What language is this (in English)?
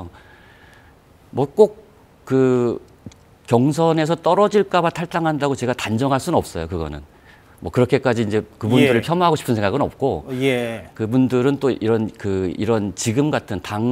Korean